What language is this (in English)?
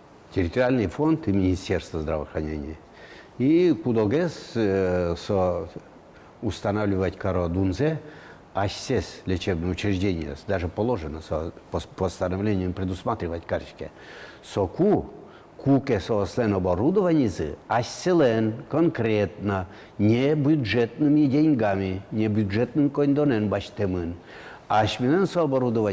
Udmurt